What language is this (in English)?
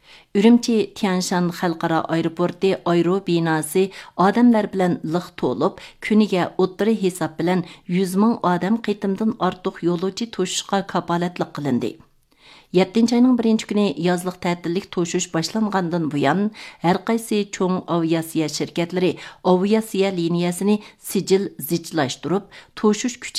Uyghur